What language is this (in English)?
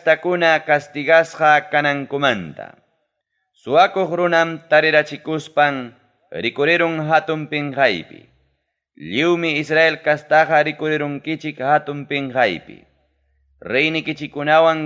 Ayacucho Quechua